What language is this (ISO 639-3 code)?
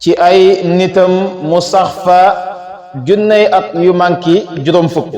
wol